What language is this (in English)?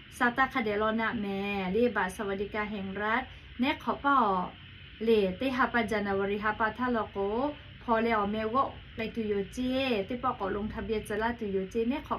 Lahu